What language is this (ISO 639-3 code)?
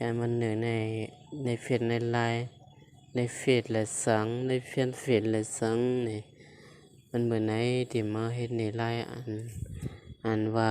shn